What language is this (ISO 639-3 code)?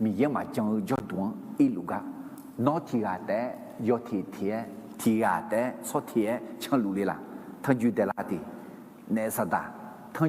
ahk